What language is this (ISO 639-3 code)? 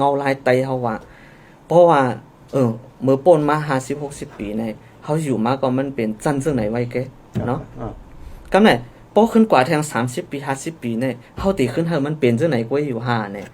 shn